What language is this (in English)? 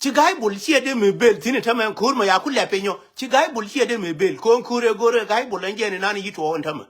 Nuer